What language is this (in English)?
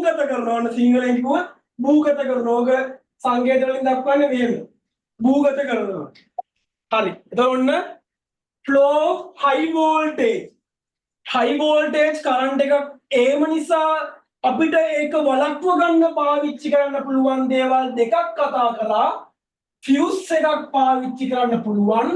Sinhala